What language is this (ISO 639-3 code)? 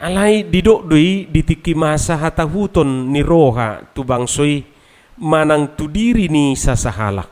bbc